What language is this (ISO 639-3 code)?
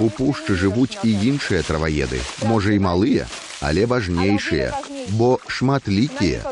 bel